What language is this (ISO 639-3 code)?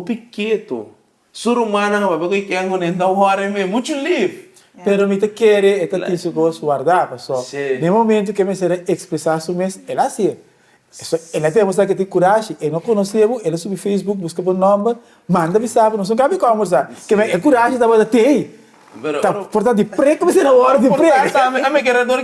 pap